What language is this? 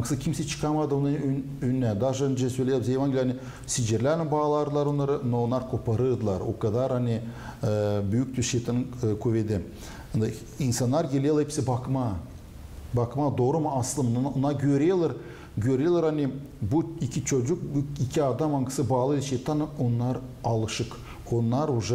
Gagauz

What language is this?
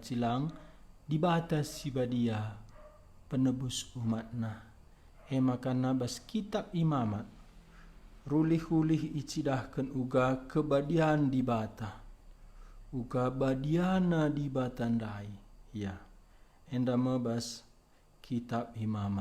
Batak Karo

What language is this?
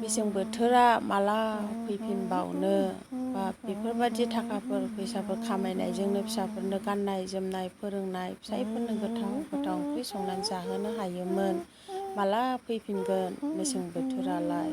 Bodo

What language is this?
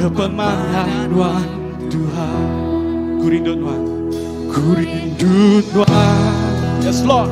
Iban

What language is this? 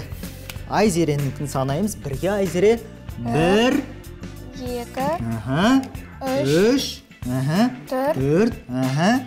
Kazakh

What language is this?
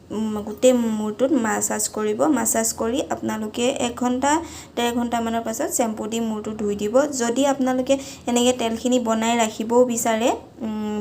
Assamese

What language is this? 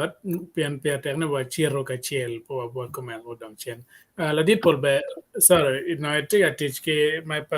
Acoli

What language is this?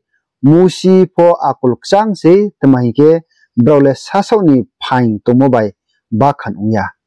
Riang (India)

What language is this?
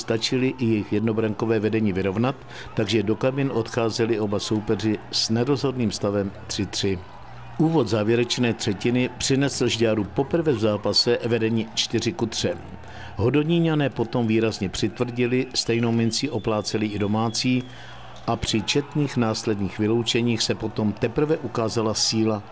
Czech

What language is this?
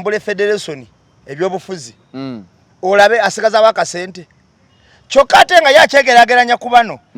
Ganda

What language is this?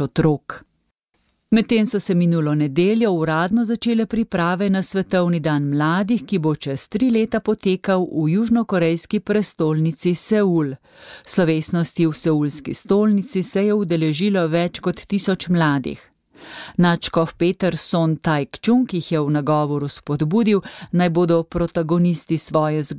Slovenian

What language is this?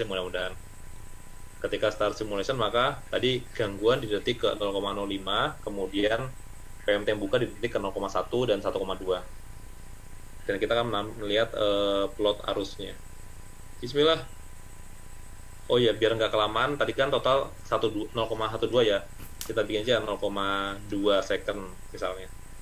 Indonesian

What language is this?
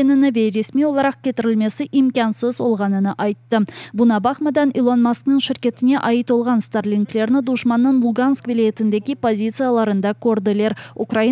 Crimean Tatar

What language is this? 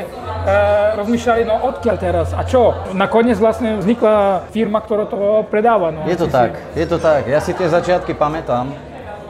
Slovak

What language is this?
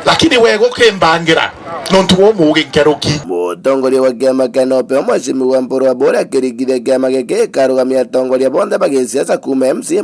Meru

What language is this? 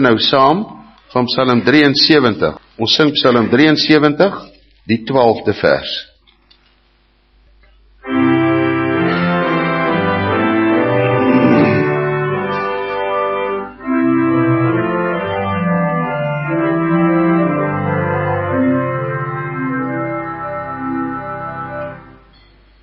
Afrikaans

